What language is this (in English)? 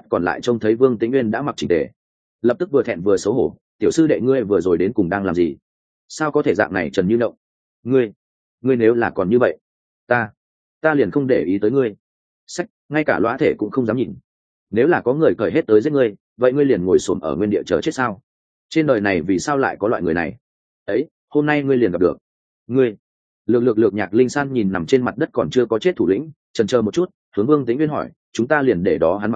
Vietnamese